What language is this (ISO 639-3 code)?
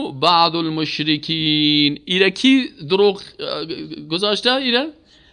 fas